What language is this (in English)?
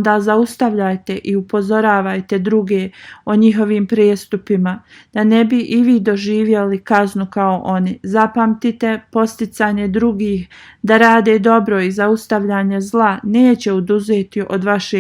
Bosnian